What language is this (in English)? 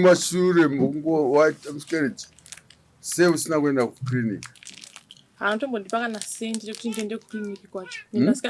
Shona